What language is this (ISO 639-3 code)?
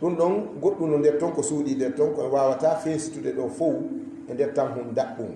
ful